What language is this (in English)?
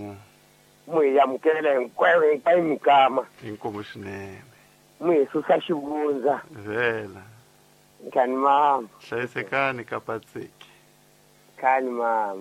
Tsonga